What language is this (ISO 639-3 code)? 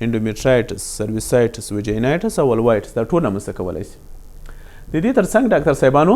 pus